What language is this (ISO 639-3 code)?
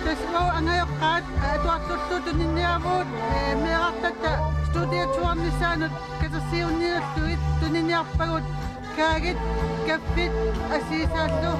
kal